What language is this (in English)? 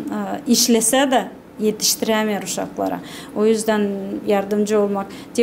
Gagauz